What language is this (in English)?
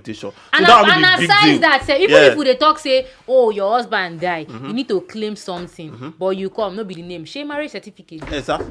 Nigerian Pidgin